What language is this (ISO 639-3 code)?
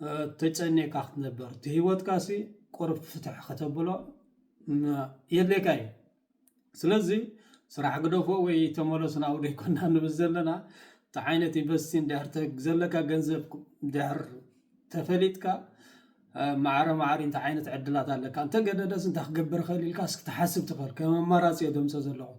tir